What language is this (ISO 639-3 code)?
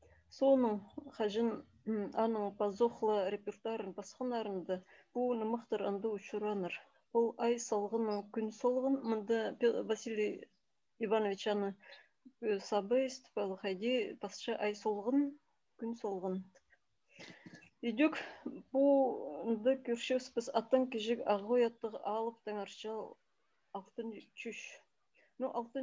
kjh